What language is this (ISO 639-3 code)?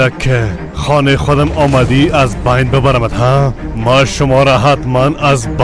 fas